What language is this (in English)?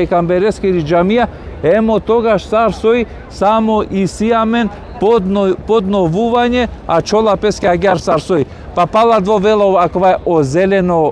Balkan Romani